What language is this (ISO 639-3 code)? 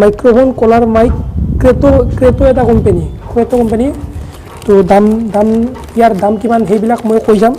asm